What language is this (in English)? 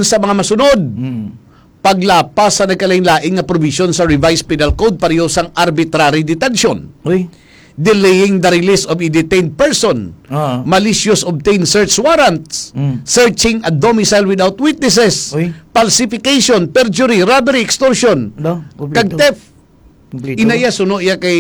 Hiligaynon